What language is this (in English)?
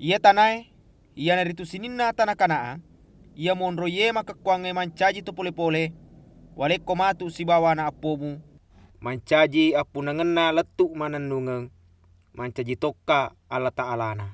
Buginese